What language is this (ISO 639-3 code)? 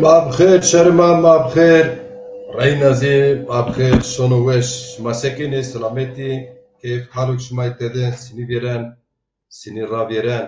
zza